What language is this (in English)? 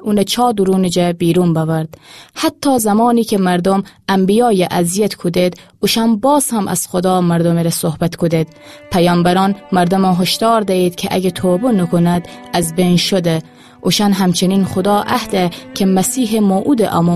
Gilaki